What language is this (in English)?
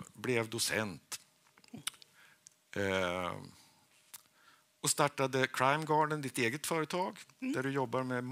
Swedish